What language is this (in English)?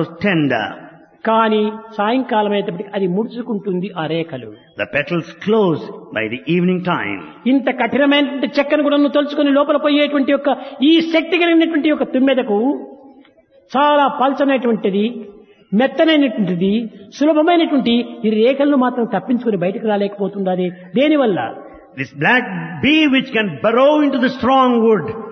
Telugu